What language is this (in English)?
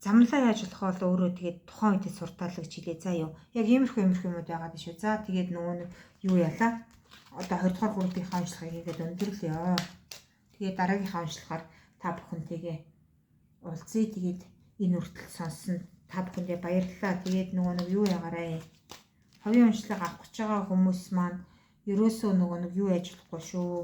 Mongolian